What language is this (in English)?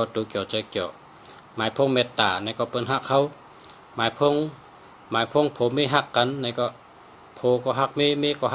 Shan